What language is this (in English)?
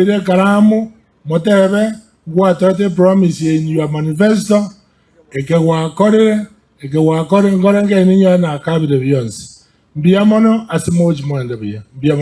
Gusii